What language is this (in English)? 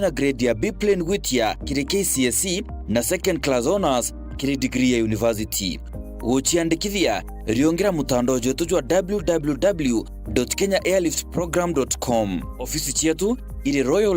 Meru